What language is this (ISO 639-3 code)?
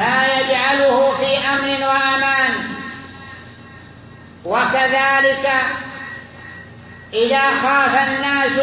ara